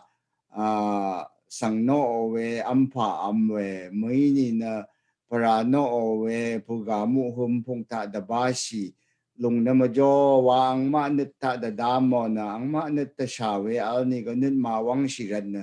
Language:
Rawang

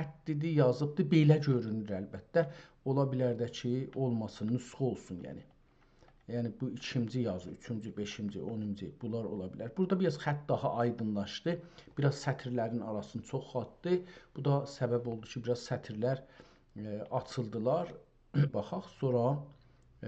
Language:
South Azerbaijani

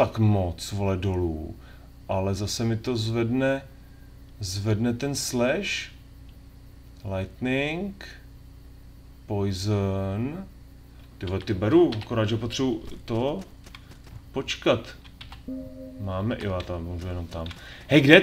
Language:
Czech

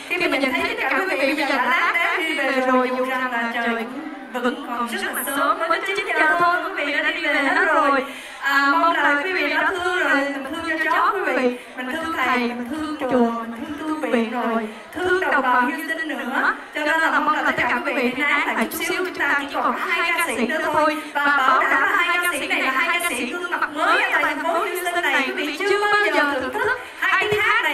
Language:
Vietnamese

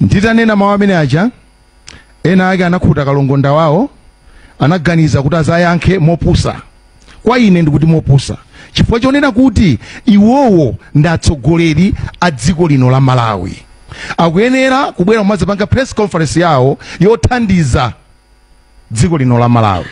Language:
Nyanja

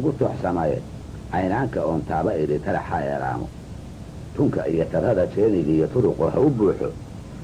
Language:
Somali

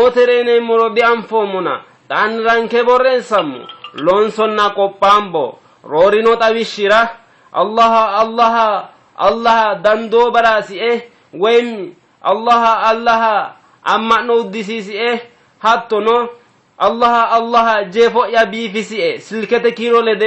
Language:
Sidamo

